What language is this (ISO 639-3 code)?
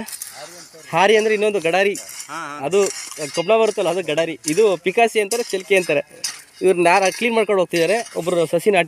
kan